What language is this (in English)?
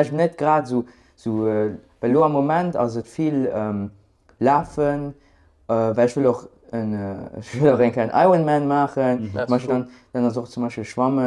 Luxembourgish